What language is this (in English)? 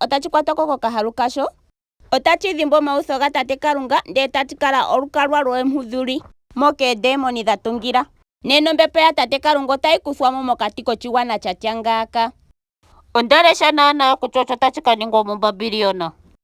Ndonga